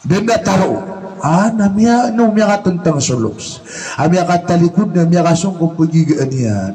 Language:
Maranao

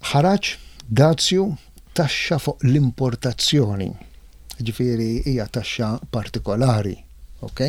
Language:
Maltese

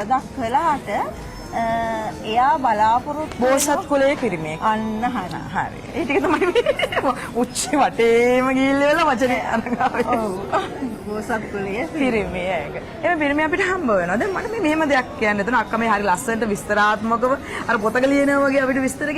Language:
Sinhala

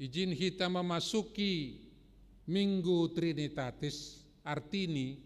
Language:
Batak Simalungun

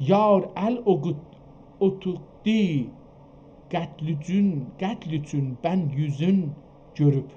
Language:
South Azerbaijani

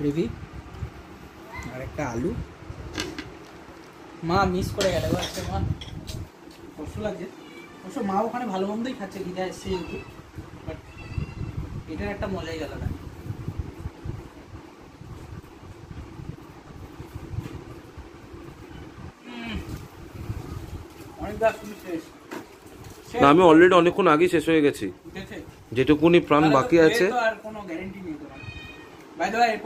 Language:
Bangla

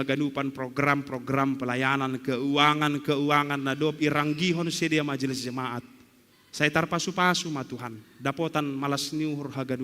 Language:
Batak Simalungun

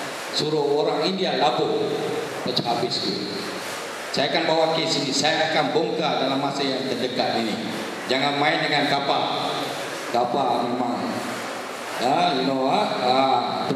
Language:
Malay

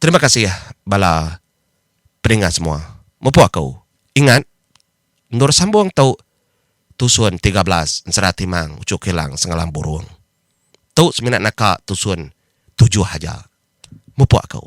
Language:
Iban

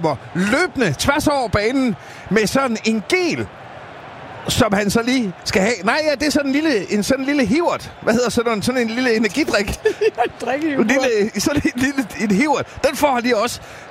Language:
Danish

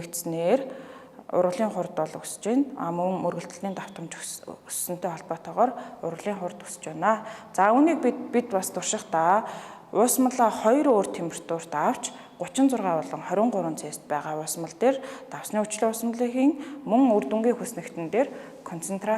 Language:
Mongolian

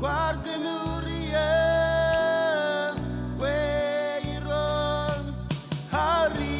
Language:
Marshallese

